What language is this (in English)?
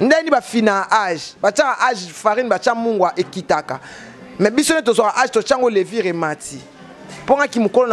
Lingala